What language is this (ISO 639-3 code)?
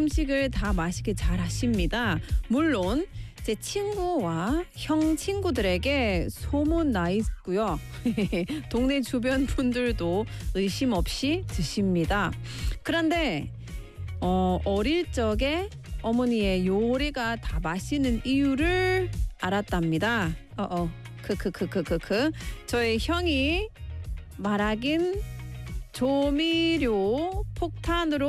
kor